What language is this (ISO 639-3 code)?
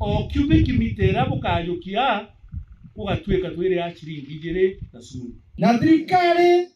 mer